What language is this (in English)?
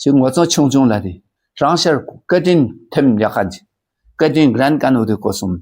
Dakpakha